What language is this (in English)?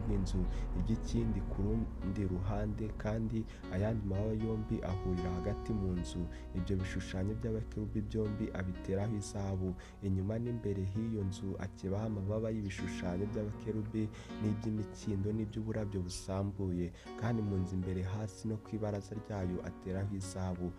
Kinyarwanda